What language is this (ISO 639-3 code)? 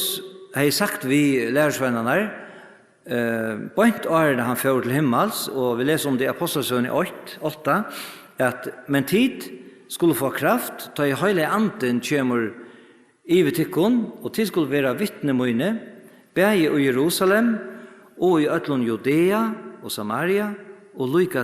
fao